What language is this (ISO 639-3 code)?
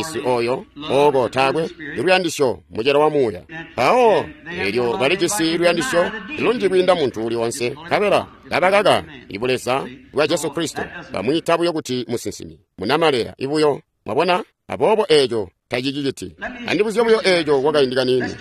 toi